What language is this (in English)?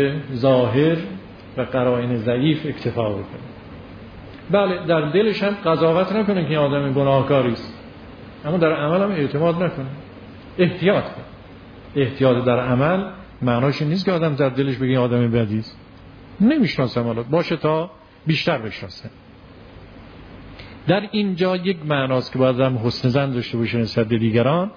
Persian